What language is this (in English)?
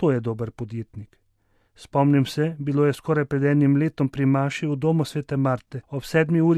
Slovenian